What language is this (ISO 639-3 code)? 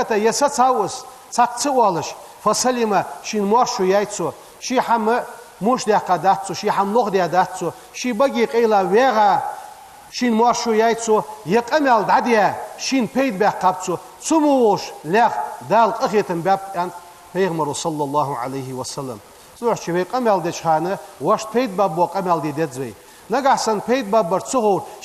inh